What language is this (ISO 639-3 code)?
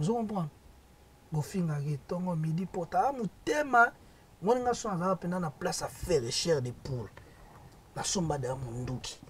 lin